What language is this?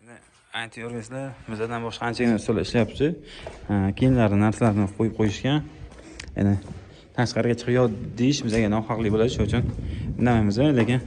Uzbek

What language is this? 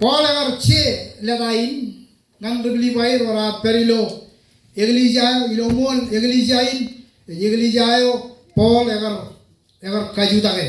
Marshallese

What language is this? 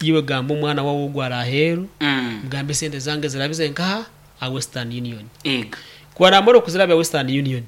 Nyankole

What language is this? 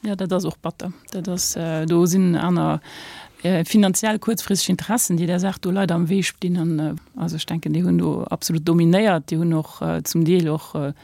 Luxembourgish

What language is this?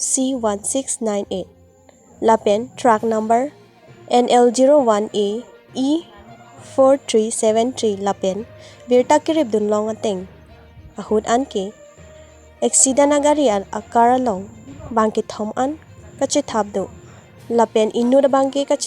Karbi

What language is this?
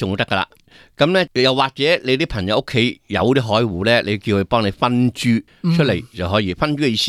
Cantonese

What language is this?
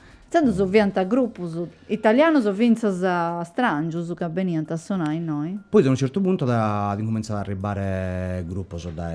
Sardinian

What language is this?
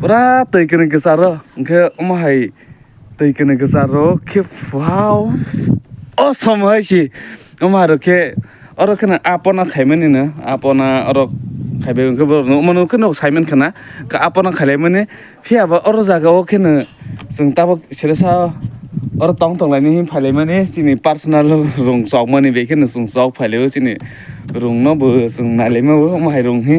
Kok Borok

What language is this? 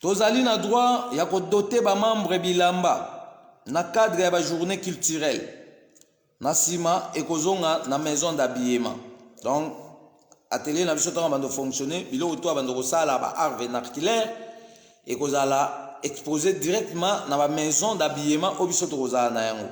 Lingala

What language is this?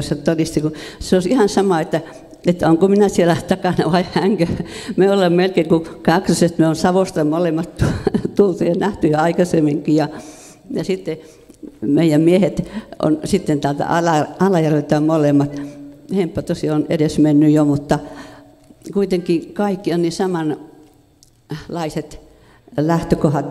Finnish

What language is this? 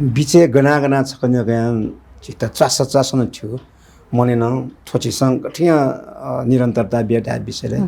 Newari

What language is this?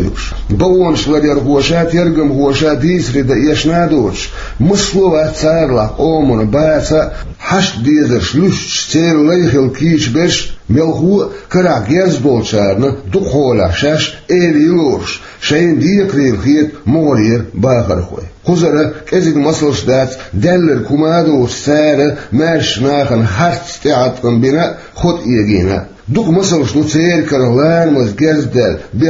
Chechen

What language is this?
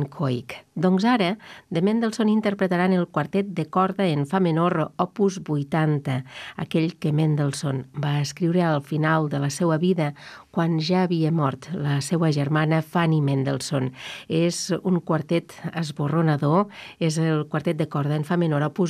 Catalan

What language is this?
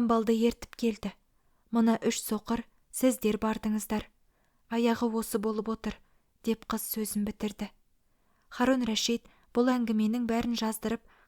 Kazakh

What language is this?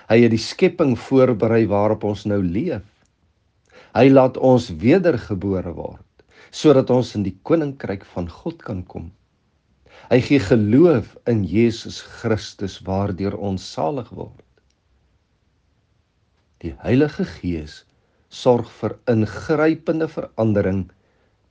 Afrikaans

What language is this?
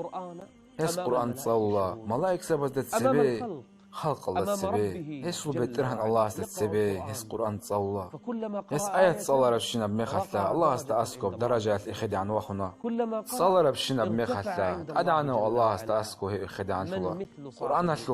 Avaric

